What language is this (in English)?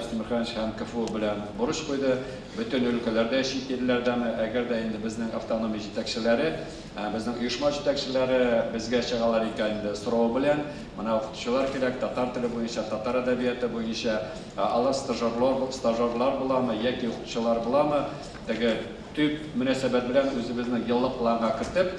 Tatar